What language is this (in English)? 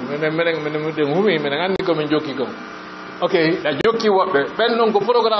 Fula